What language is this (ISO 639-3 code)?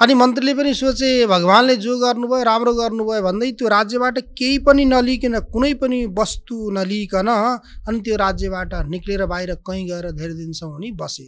nep